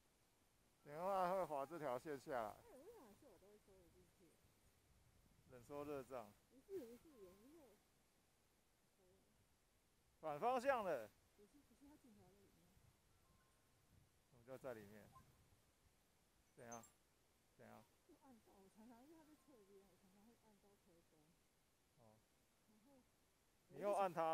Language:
Chinese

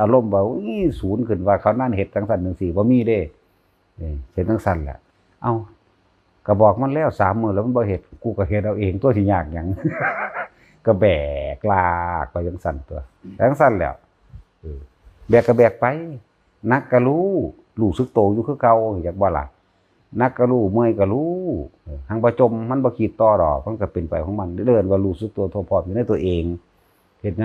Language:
Lao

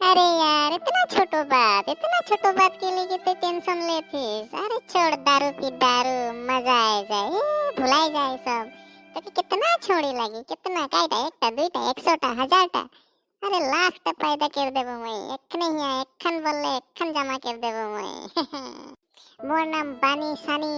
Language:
Sadri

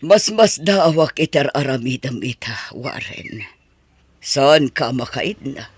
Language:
Iloko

